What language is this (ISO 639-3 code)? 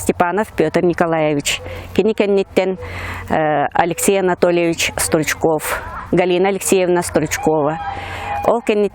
sah